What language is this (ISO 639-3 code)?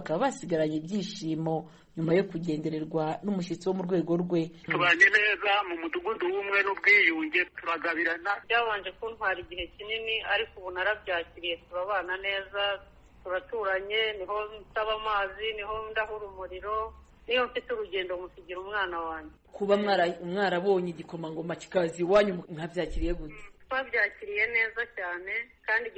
kin